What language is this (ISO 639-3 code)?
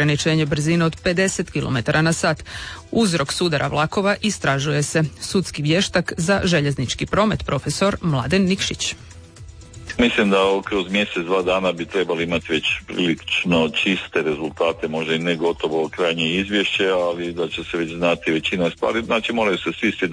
hrv